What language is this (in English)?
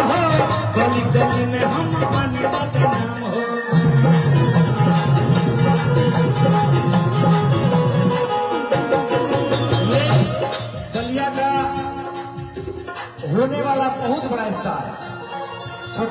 Bhojpuri